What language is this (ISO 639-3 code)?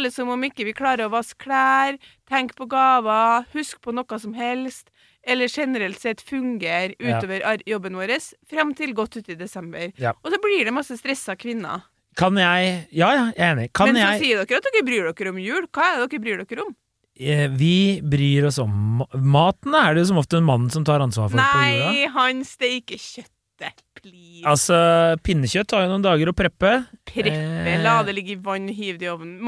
nor